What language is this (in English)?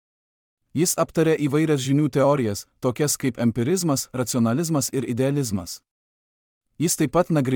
Lithuanian